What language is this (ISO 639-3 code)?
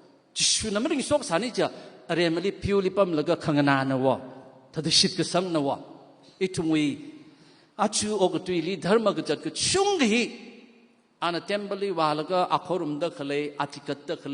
nmf